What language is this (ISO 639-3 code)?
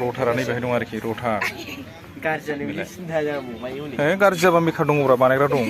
brx